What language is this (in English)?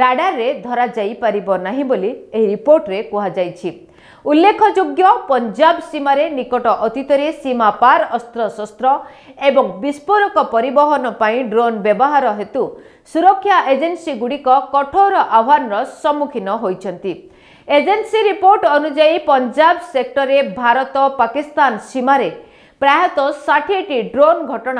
Odia